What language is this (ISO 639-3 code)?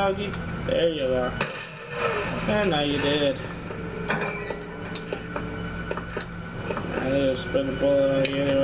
eng